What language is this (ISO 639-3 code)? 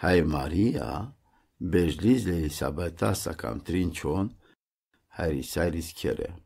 rom